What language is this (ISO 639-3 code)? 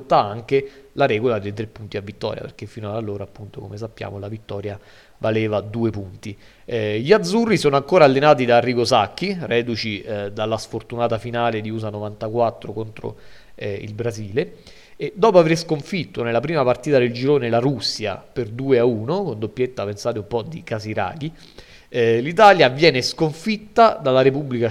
ita